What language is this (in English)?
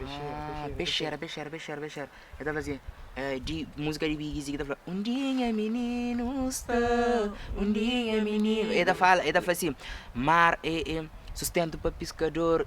Kabuverdianu